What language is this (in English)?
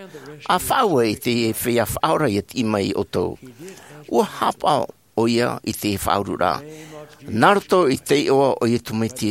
Tahitian